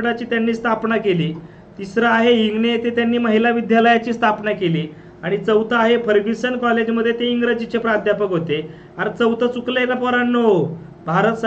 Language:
Marathi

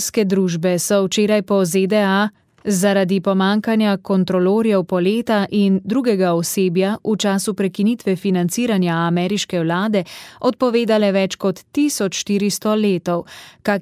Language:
Slovenian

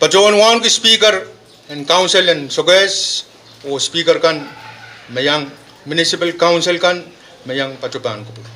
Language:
Pohnpeian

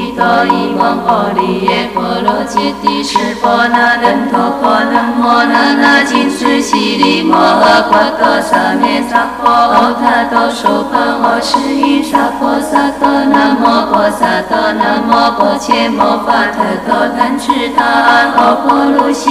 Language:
Chinese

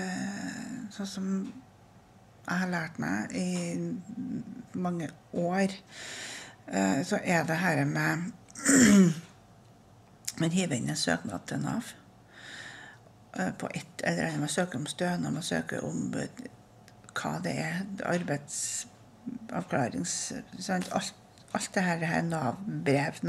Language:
Norwegian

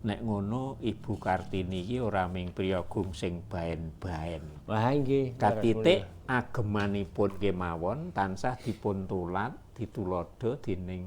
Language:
Javanese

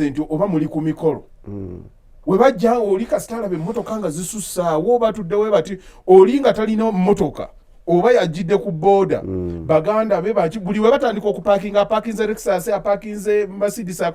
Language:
Ganda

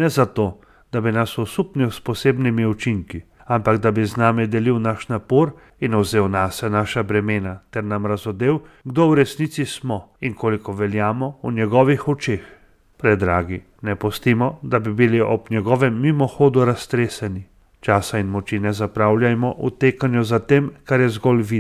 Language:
Slovenian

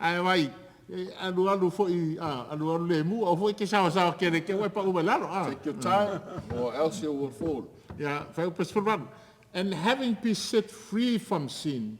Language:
Samoan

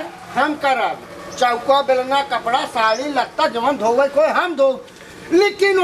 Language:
Bhojpuri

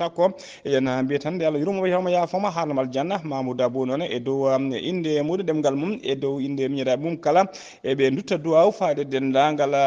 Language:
Fula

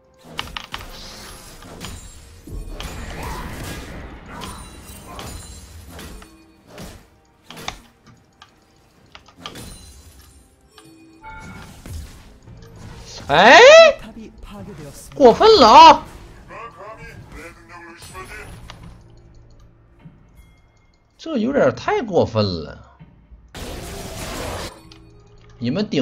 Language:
Chinese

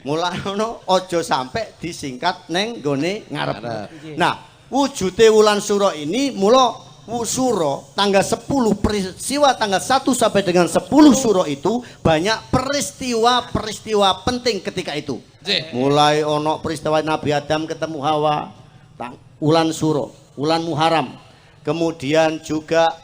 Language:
Javanese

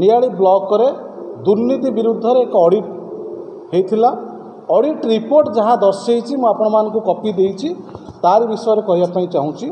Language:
Odia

